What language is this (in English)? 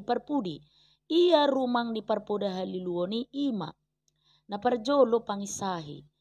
Batak Toba